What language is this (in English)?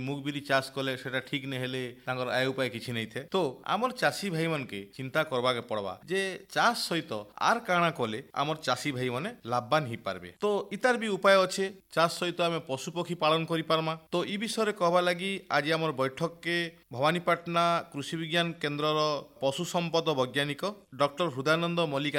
Odia